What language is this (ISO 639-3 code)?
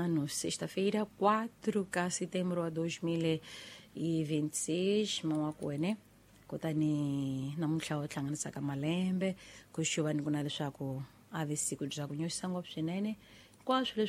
tso